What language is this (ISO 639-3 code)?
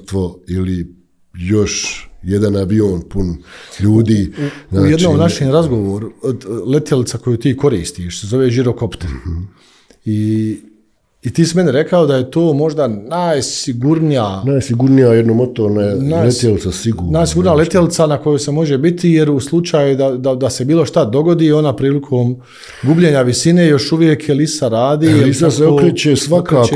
bos